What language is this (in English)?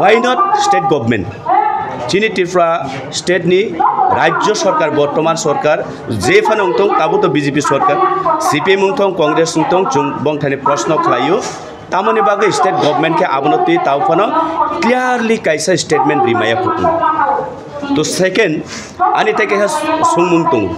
Kok Borok